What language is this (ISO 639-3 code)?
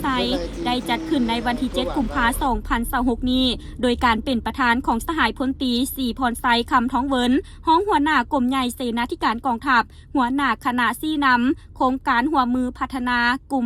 lao